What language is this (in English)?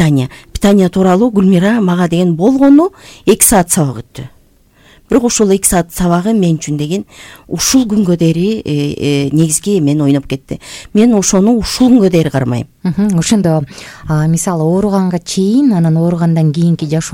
Kyrgyz